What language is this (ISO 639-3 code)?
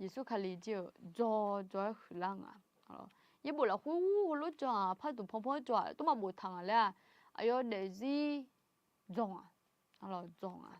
ahk